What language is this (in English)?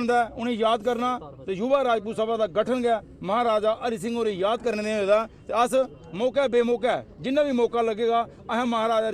Dogri